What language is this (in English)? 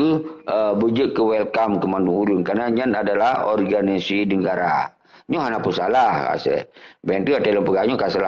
Achinese